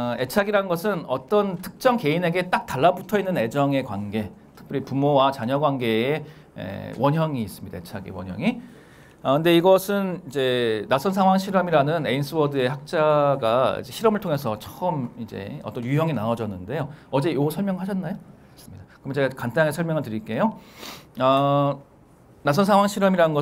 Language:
Korean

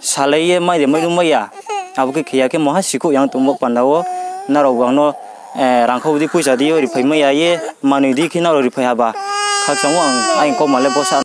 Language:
Riang (India)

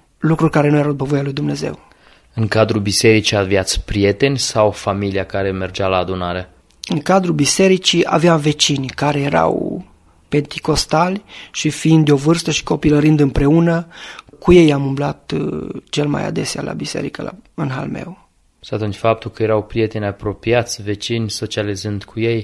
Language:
Romanian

